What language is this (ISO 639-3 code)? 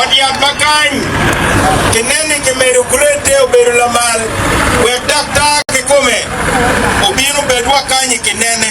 ach